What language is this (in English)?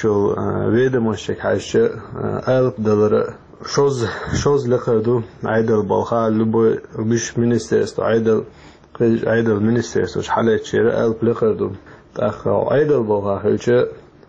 Chechen